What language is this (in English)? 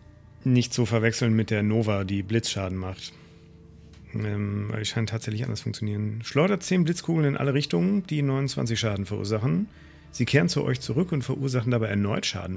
German